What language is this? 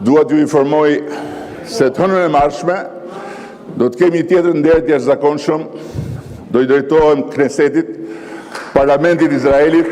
Albanian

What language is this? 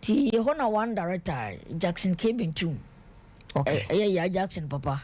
Akan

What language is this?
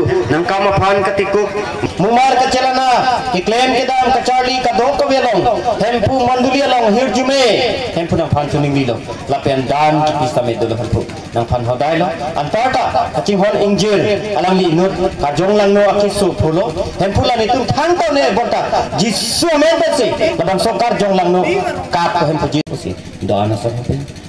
Karbi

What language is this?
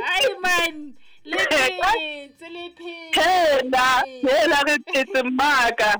Southern Sotho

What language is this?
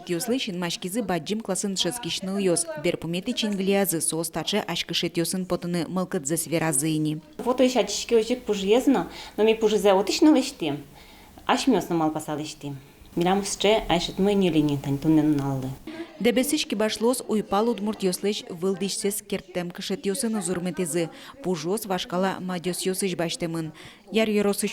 Udmurt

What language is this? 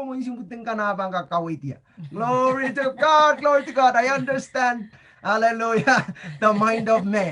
Pohnpeian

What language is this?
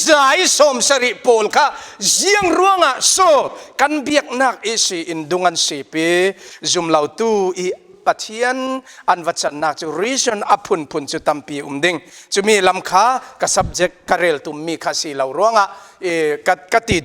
Falam Chin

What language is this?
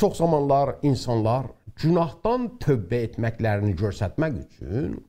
South Azerbaijani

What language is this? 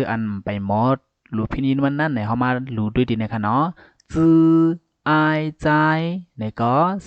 Shan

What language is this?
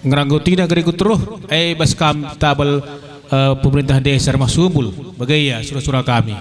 Batak Karo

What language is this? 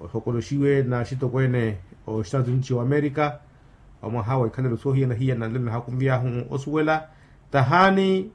Makhuwa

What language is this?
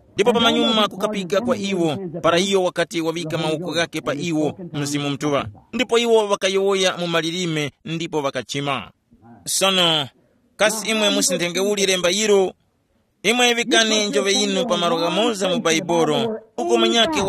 Tumbuka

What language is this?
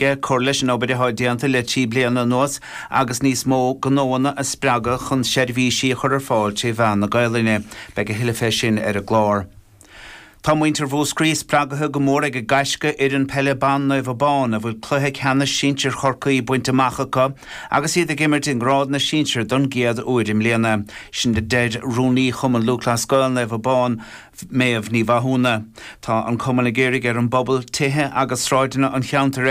Irish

